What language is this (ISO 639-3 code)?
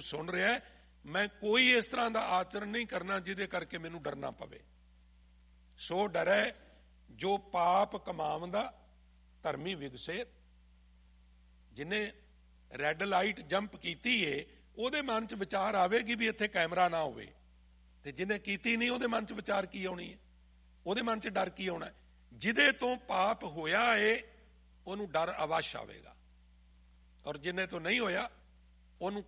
pan